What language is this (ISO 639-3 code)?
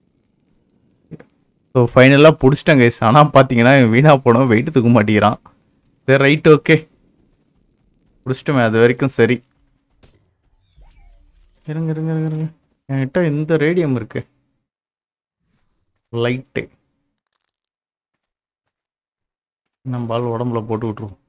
tam